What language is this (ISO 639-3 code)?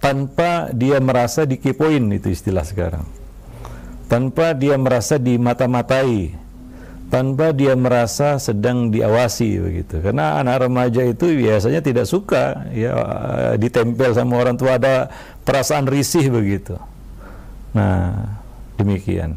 ind